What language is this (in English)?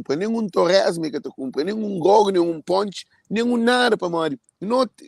Kabuverdianu